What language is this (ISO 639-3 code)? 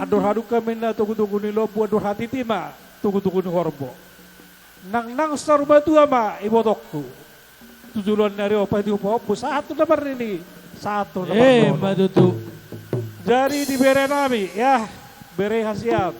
bbc